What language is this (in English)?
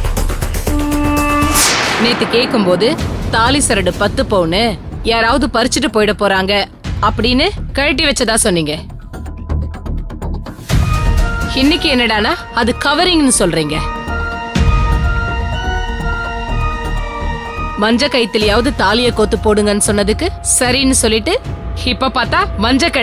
Tamil